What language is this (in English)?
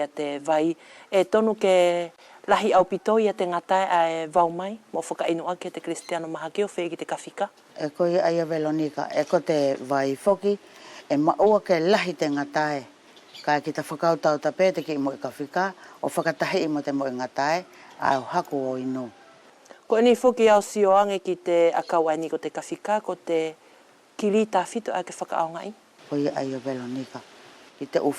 Wallisian